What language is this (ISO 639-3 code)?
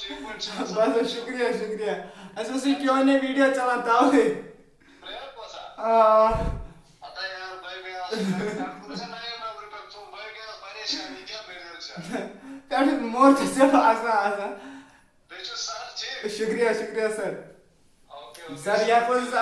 kas